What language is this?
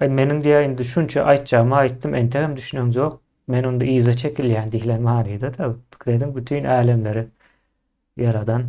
Turkmen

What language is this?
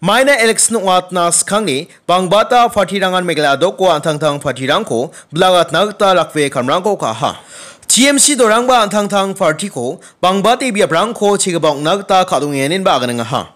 Garo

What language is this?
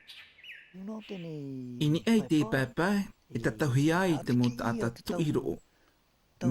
Tahitian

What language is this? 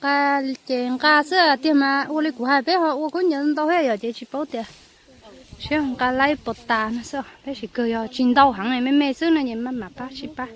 Hmong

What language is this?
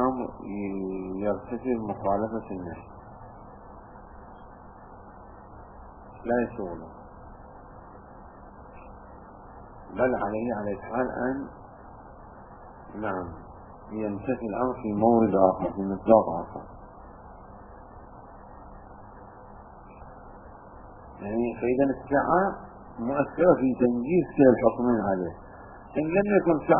Arabic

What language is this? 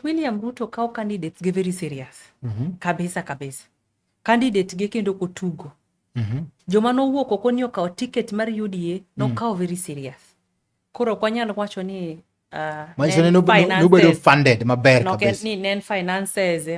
Luo (Kenya and Tanzania)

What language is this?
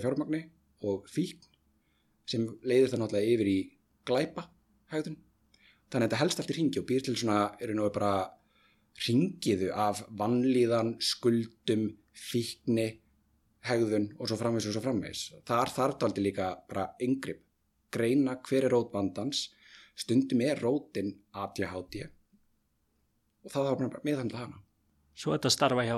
Icelandic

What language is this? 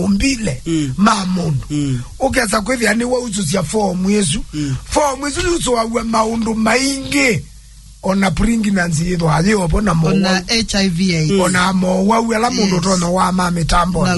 Kamba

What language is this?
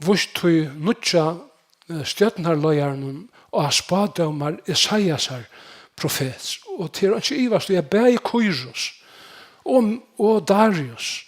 Faroese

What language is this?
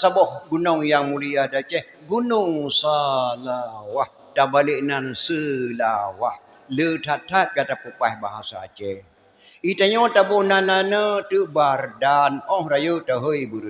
Achinese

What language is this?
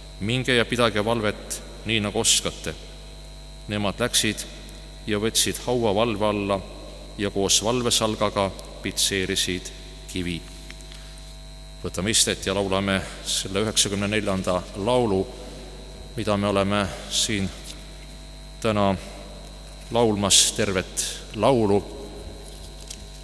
Estonian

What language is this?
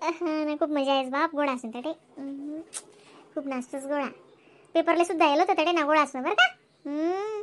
Khandesi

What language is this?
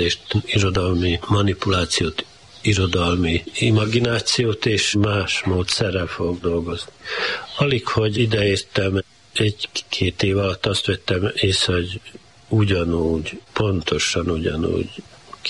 Hungarian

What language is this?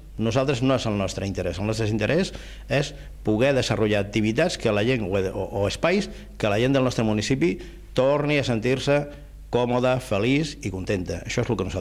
Catalan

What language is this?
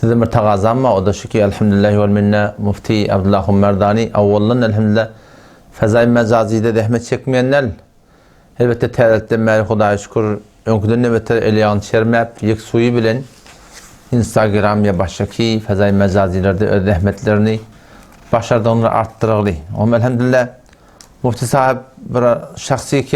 Turkmen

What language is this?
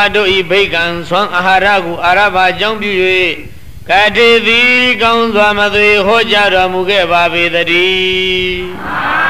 Burmese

